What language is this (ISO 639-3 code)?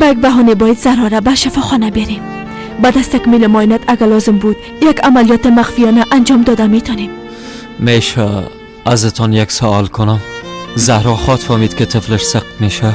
fas